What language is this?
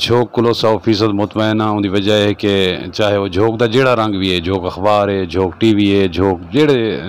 Saraiki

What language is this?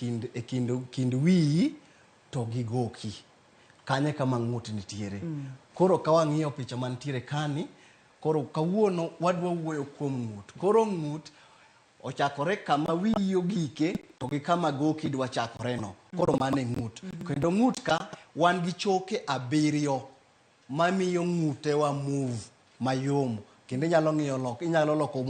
Luo (Kenya and Tanzania)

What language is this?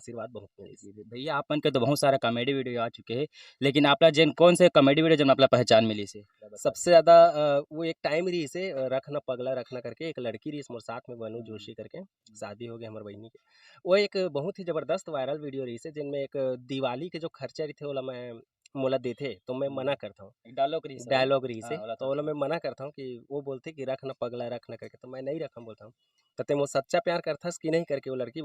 Chhattisgarhi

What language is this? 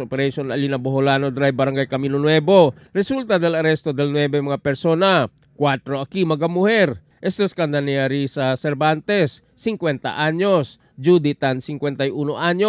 Chavacano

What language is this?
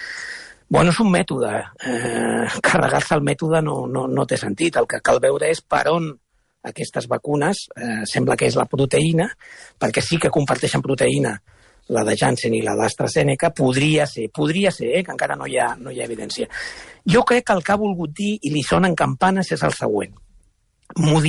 Catalan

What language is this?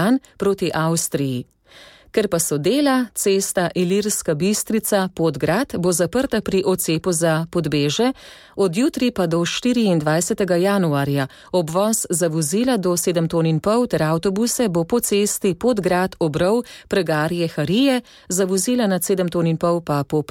Slovenian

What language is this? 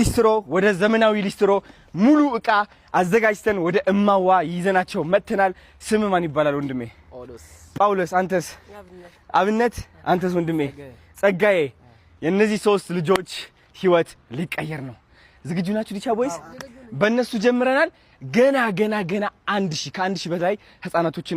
Amharic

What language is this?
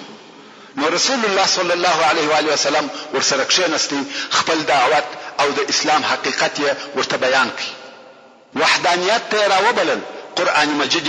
Pashto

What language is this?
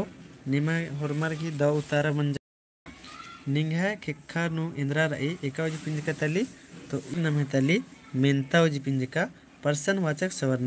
Kurukh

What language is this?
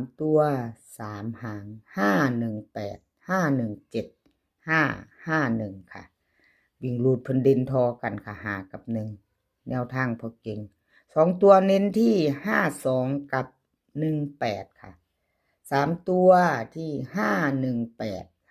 Northeastern Thai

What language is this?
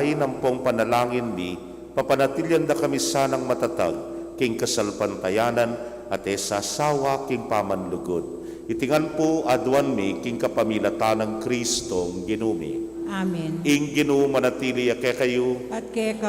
Pampanga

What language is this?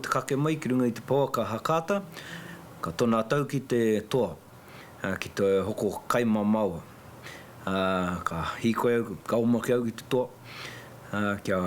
Māori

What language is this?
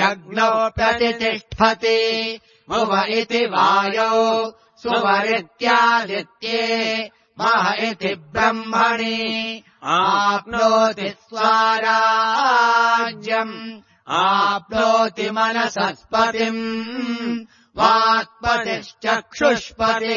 Sanskrit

